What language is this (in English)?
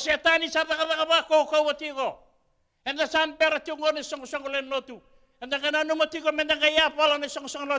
Fijian